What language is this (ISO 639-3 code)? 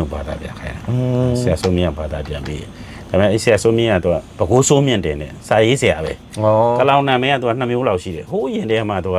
mya